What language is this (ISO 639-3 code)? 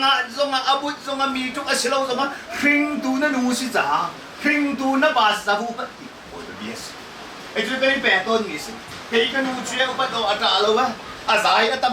cnh